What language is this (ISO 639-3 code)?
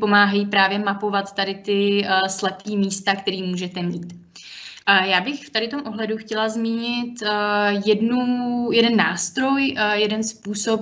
ces